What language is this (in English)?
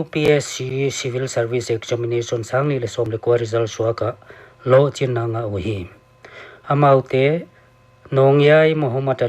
Paite Chin